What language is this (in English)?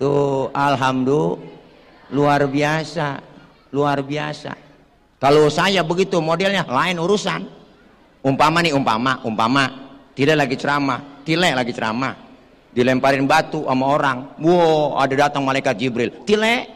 Betawi